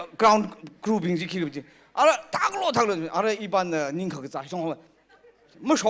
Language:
Tangkhul Naga (India)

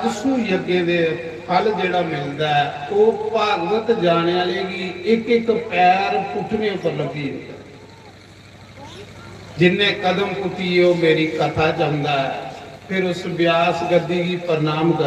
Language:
Dogri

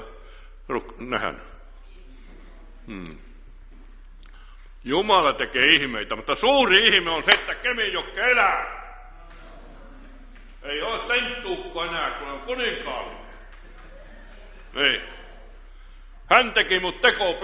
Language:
Finnish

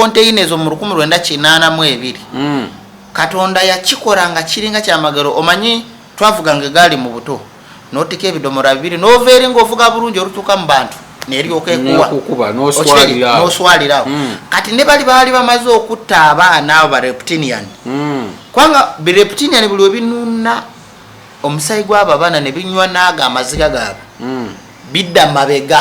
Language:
Ganda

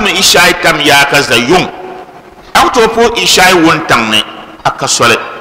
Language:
Dagbani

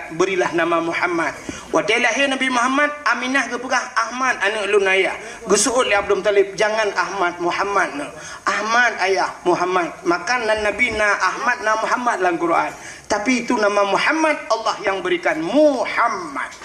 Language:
Achinese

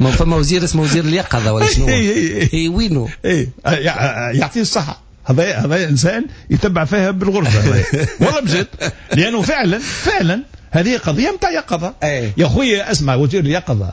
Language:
Tunisian Arabic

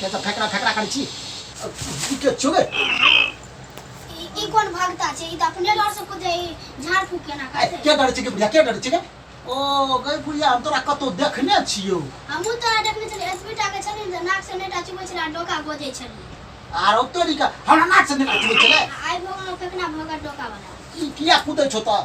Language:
Maithili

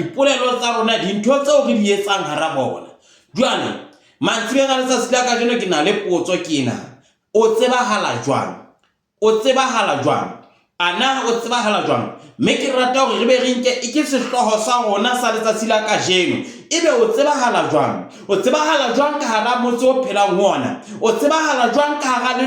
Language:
Southern Sotho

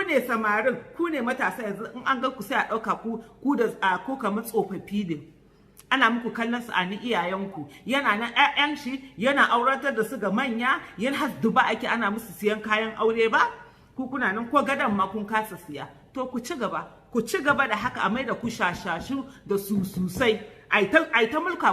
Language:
Hausa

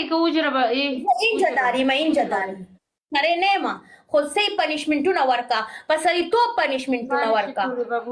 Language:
Pashto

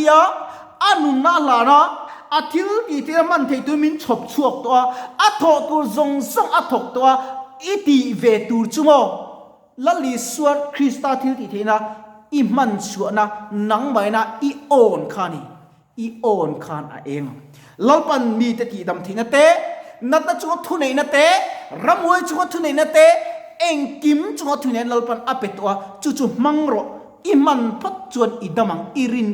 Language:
Mizo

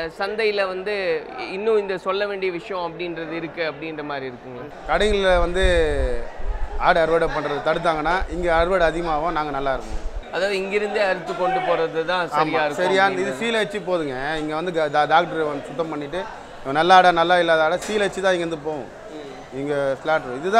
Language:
Tamil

